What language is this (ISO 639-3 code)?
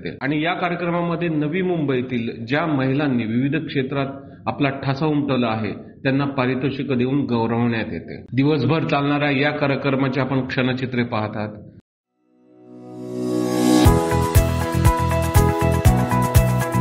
mar